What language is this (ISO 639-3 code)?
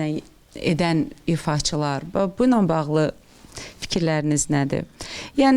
aze